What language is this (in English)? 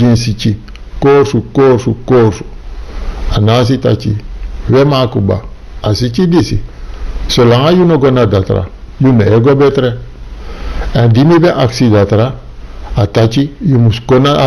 Sranan Tongo